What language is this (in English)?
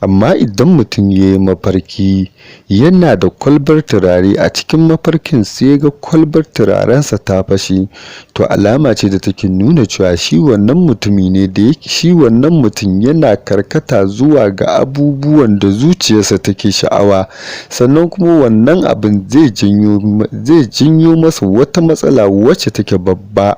Hausa